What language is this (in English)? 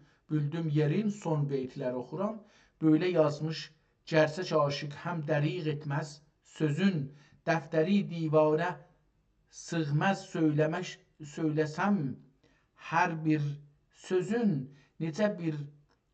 South Azerbaijani